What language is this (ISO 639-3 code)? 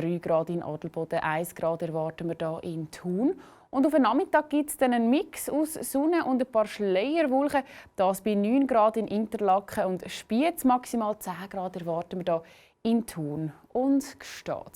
gsw